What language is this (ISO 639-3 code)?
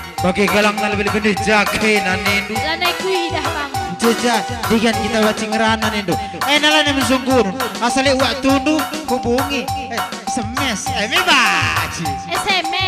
btx